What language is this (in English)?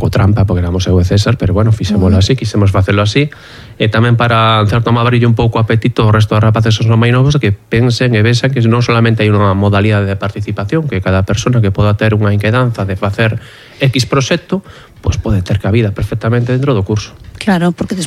Galician